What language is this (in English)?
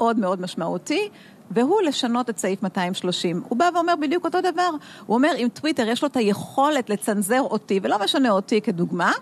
Hebrew